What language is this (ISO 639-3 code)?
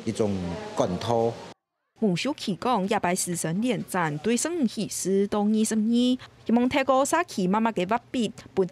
hak